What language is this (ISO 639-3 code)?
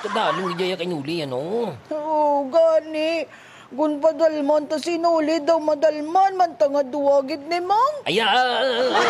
hil